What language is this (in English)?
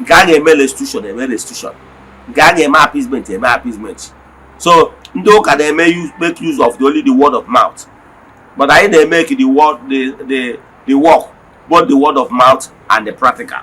Igbo